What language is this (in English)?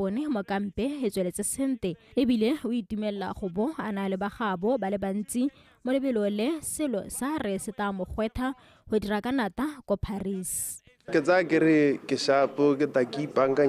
Tswana